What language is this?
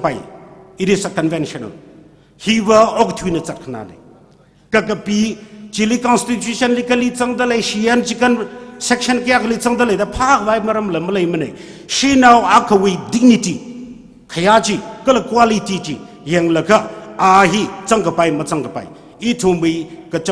Tangkhul Naga (India)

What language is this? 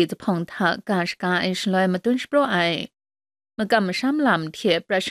Kachin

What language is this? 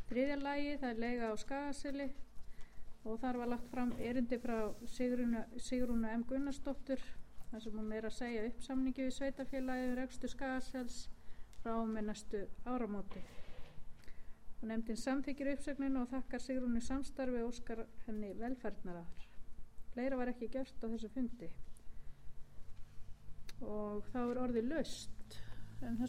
Icelandic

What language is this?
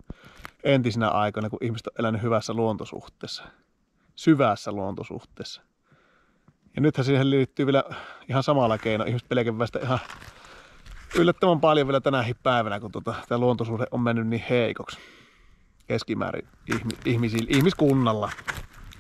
Finnish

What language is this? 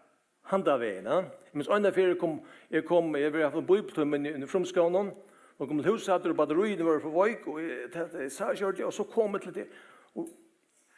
Faroese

